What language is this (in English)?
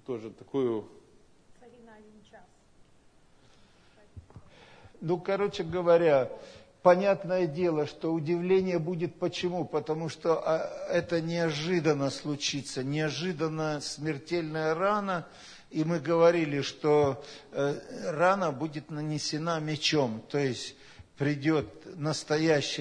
Russian